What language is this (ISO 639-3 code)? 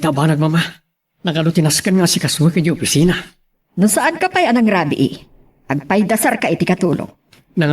ilo